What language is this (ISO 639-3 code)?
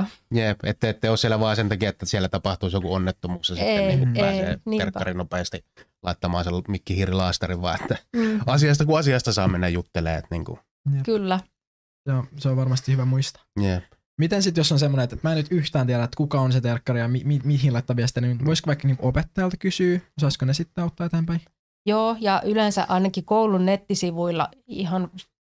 fin